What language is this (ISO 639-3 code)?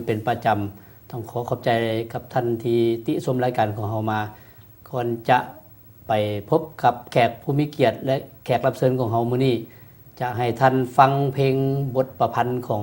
lao